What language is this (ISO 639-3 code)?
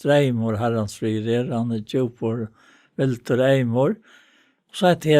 fao